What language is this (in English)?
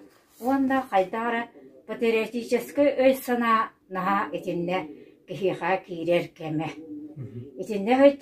Yakut